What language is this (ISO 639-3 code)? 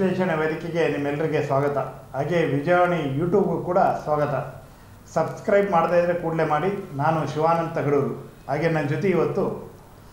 kan